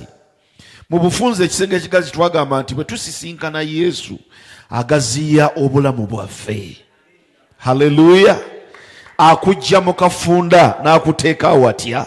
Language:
Ganda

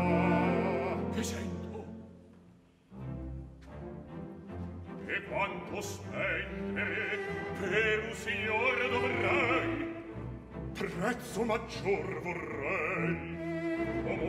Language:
Italian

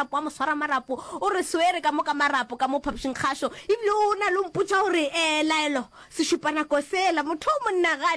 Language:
Northern Sotho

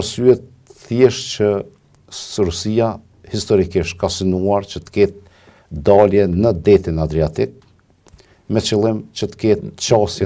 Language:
Albanian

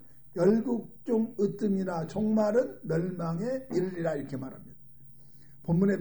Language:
Korean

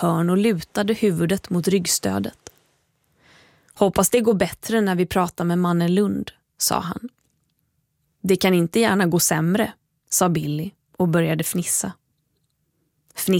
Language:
Swedish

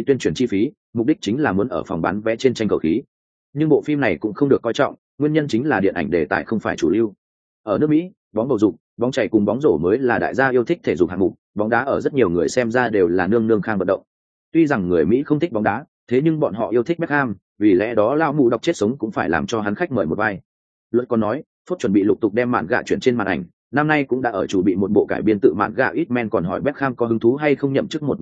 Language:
Vietnamese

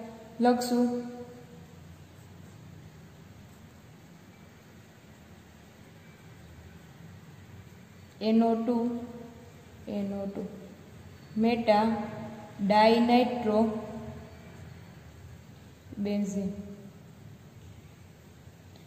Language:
Gujarati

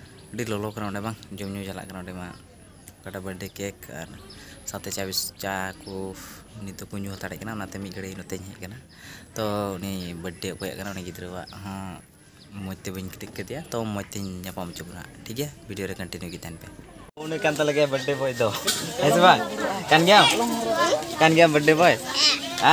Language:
Santali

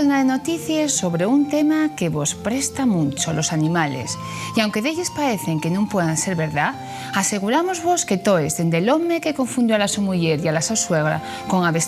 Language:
Asturian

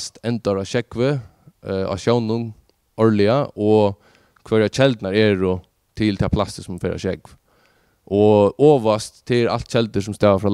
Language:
Faroese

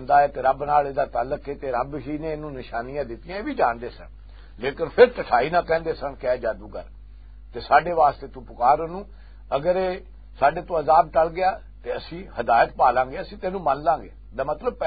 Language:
Western Panjabi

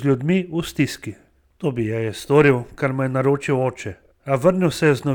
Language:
Slovenian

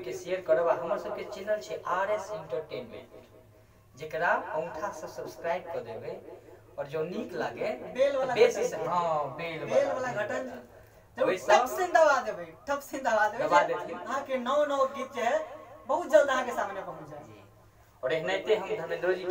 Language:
Maithili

